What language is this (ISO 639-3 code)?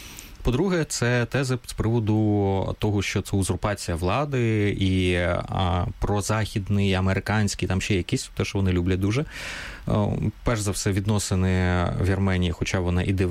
ukr